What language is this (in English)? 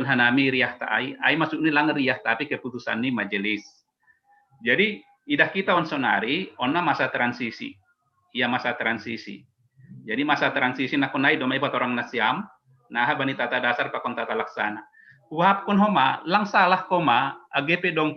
Batak Simalungun